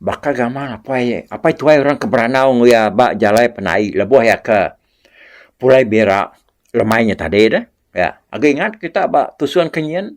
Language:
Iban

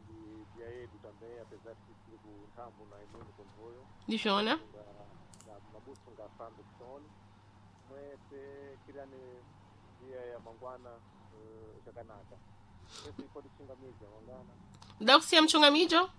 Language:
Sena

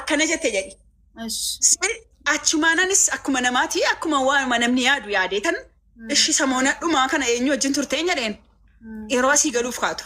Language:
Oromo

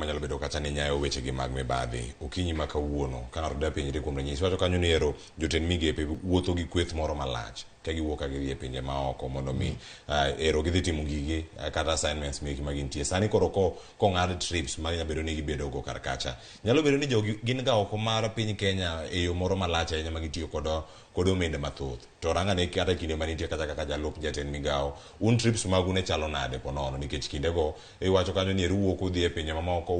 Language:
Luo (Kenya and Tanzania)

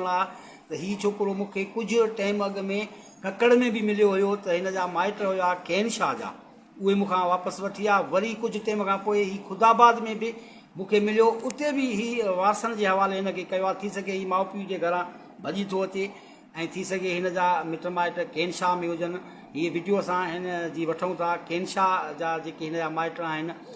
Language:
Sindhi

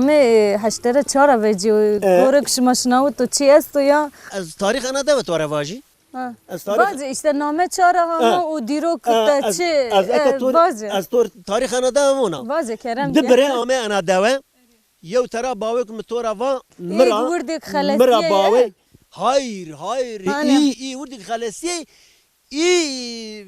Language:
Zaza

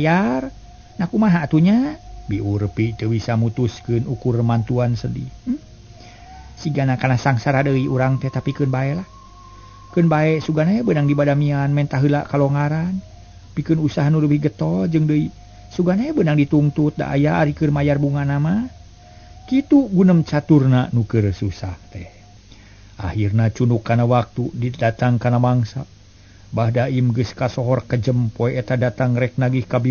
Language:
Sundanese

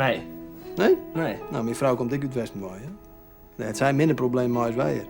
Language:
Western Frisian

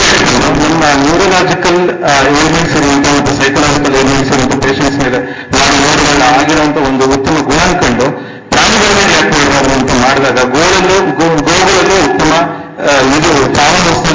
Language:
Kannada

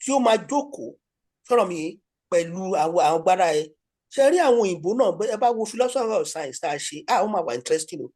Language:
Yoruba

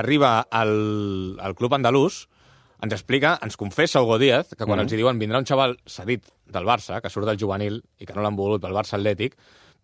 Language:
Catalan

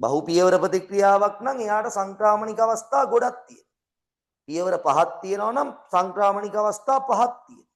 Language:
Sinhala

